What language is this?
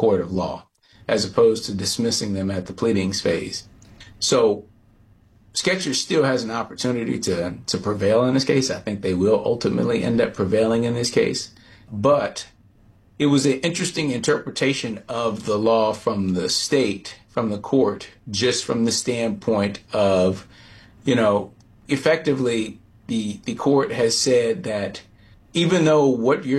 English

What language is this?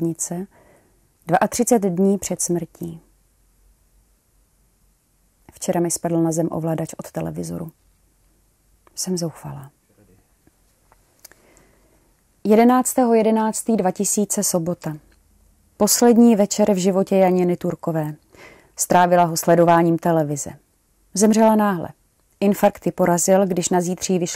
Czech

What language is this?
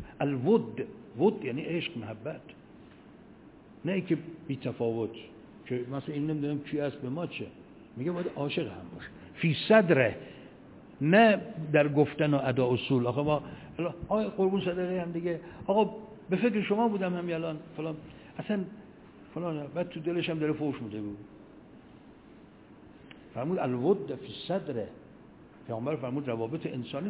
Persian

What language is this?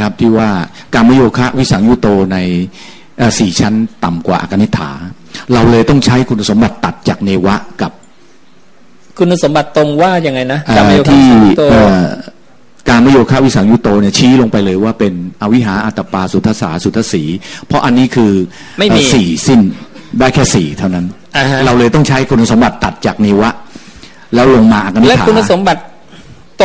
Thai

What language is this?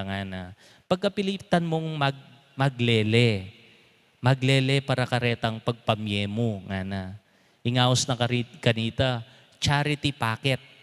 Pampanga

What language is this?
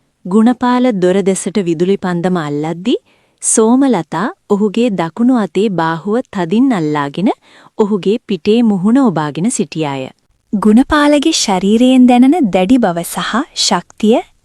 Sinhala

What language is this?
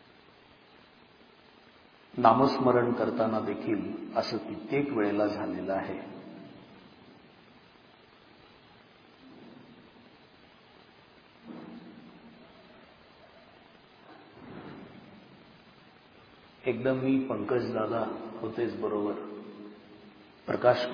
Marathi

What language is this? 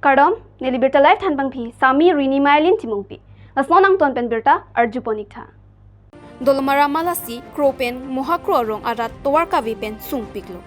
Karbi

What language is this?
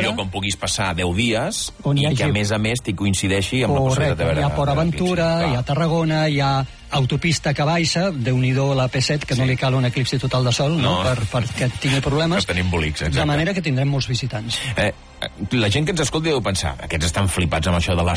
Catalan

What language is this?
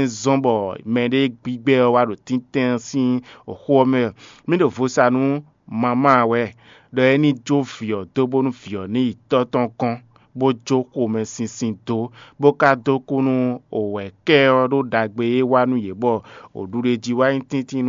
Fon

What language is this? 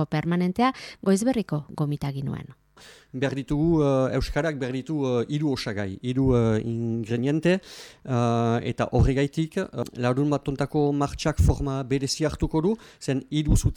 Basque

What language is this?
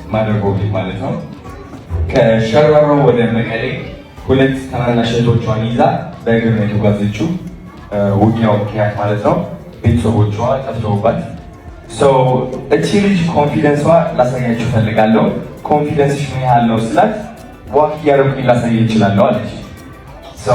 Amharic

